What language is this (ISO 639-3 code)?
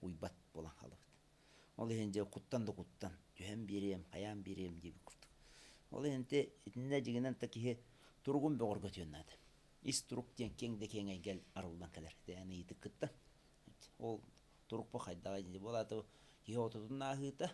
sah